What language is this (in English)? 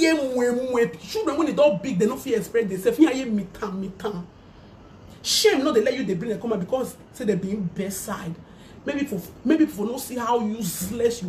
Nigerian Pidgin